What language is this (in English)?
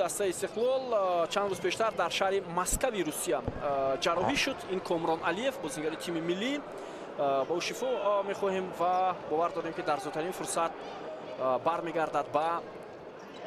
Tajik